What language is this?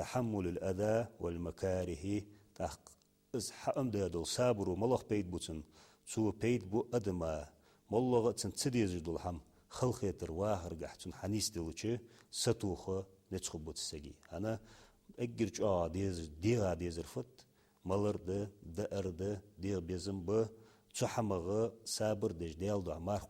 Ingush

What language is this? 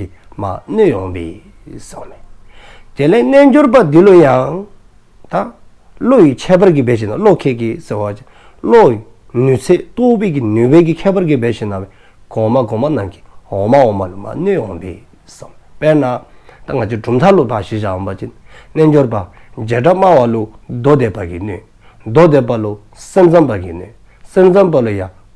Dzongkha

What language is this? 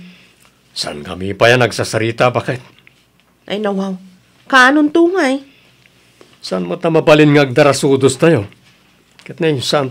Iloko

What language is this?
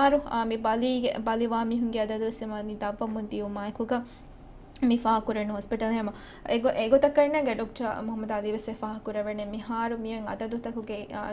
Divehi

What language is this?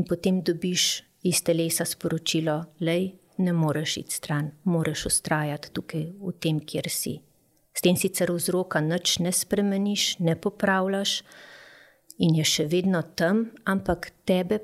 Slovenian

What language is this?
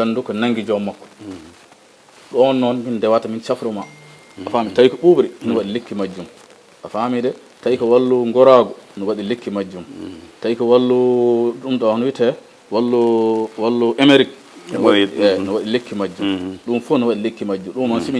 Fula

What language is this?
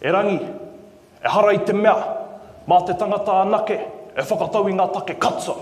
Māori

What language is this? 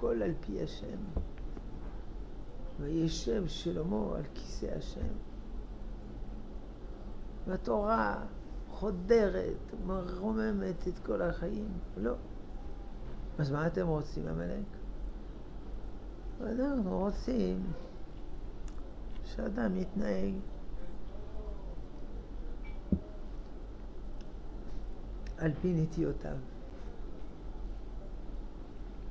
Hebrew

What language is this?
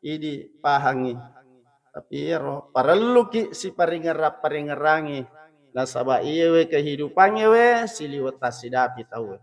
Buginese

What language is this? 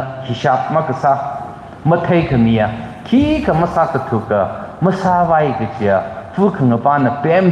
Tangkhul Naga (India)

